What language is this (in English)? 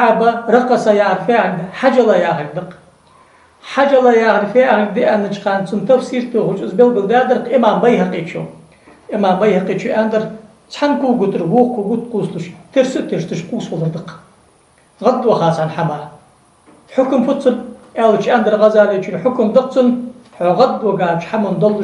Ingush